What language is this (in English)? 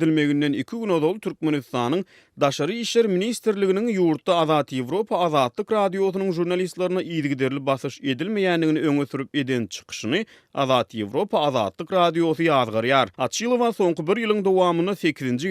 Turkmen